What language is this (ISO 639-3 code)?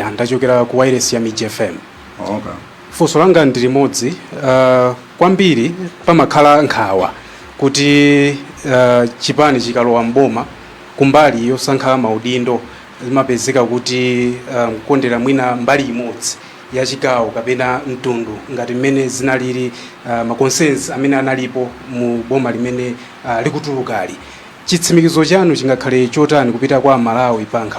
nya